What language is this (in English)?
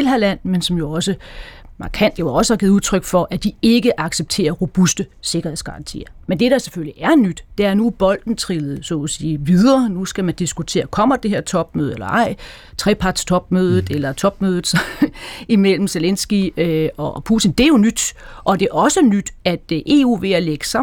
Danish